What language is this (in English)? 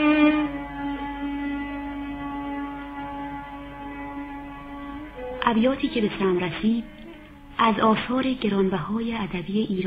Persian